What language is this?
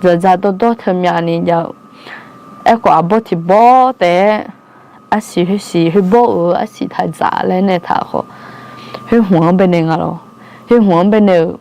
Akha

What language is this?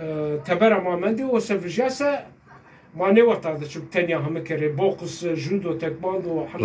Zaza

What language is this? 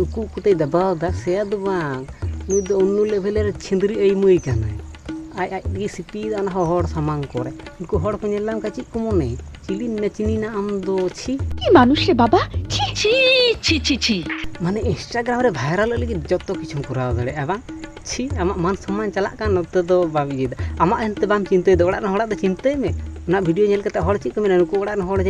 Santali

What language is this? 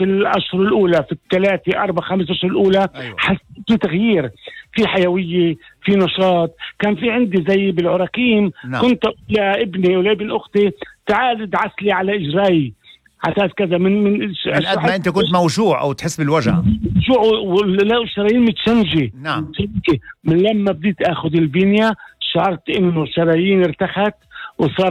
North Levantine Arabic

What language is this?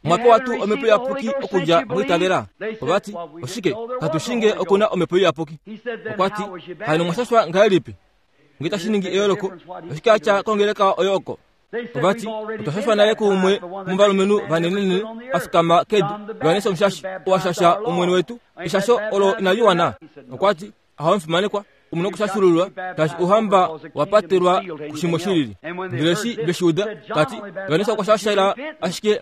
Kuanyama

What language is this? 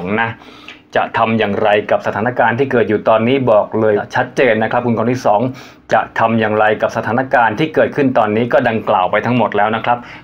Thai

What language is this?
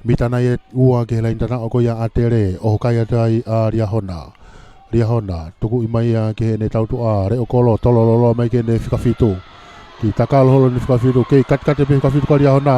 Tongan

